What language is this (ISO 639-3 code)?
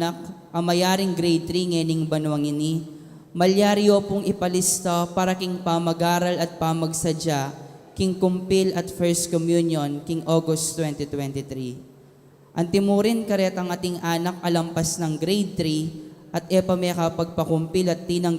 pam